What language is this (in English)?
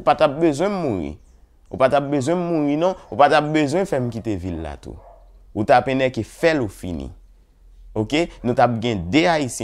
Haitian Creole